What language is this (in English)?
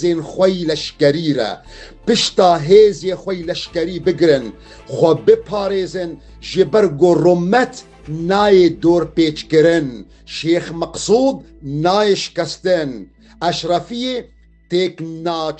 Kurdish